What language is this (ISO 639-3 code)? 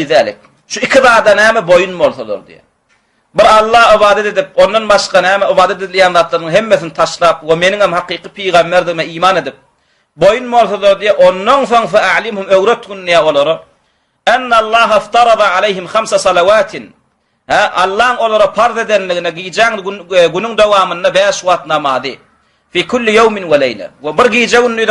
tuk